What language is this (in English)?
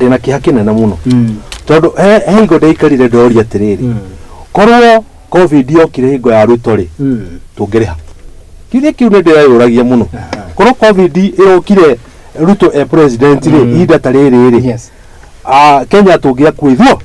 Kikuyu